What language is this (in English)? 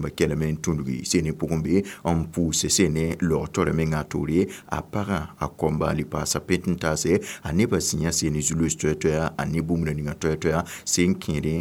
Mossi